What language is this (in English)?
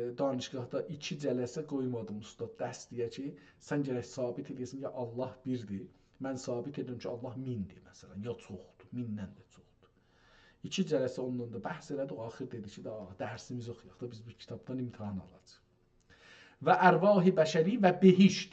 South Azerbaijani